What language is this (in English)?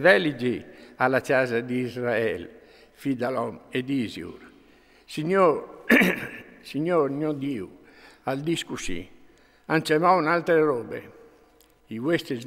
Friulian